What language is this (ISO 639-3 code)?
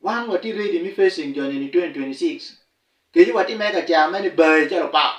ach